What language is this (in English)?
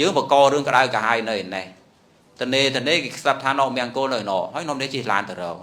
Khmer